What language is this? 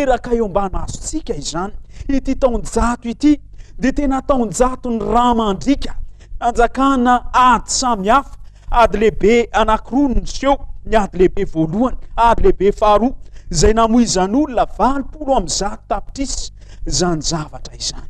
Malagasy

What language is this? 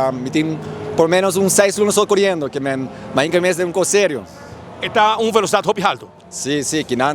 Papiamento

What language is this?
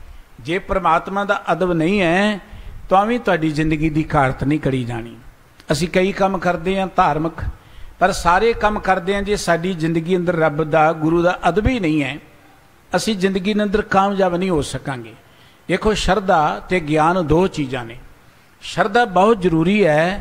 Punjabi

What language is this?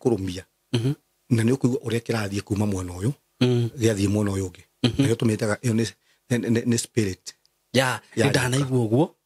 Kikuyu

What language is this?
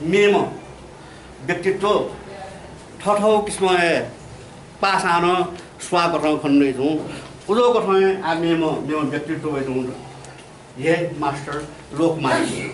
Newari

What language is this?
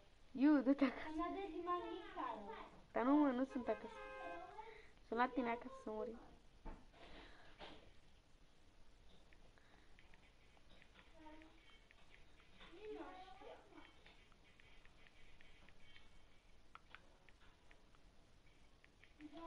Romanian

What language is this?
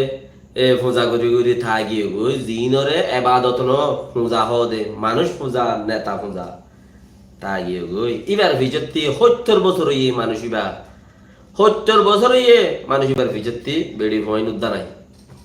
Rohingya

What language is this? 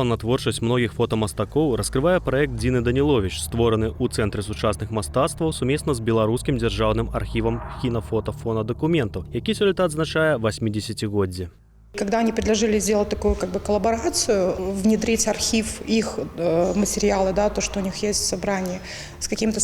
Belarusian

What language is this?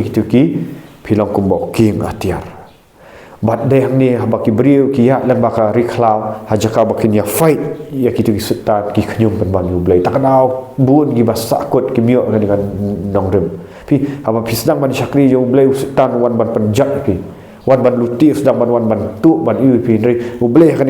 Khasi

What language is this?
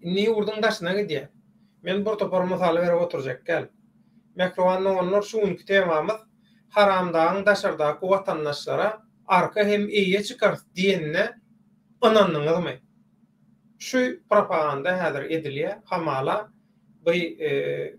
Turkmen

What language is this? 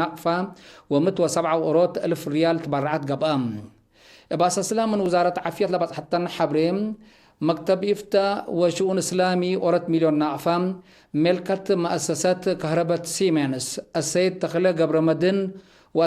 Tigre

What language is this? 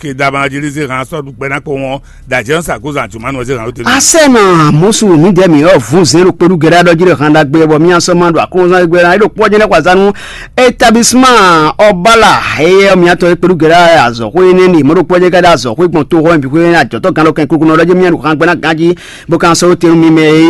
Fon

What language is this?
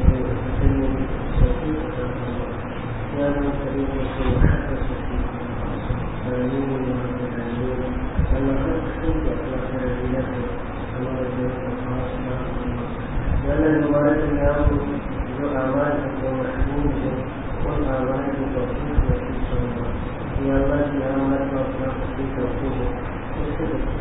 Urdu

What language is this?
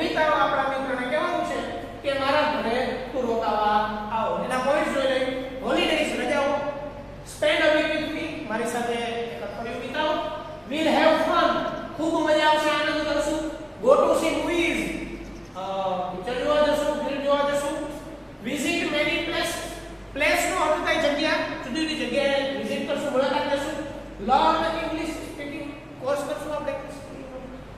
Gujarati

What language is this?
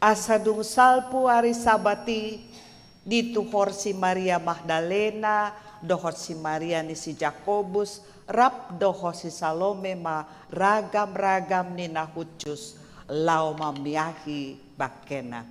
Batak Toba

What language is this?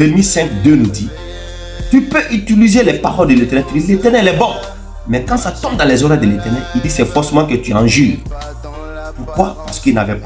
French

